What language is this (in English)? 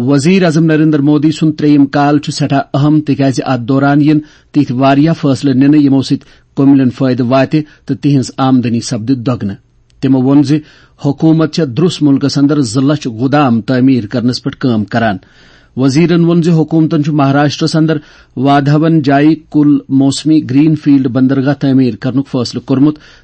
Kashmiri